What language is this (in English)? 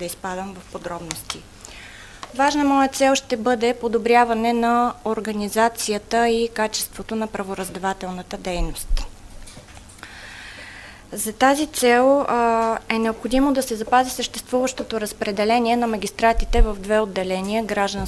Bulgarian